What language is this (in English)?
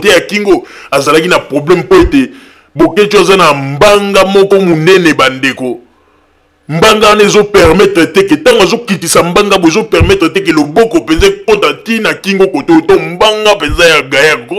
Lingala